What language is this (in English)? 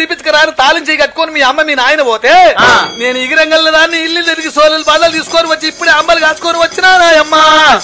Telugu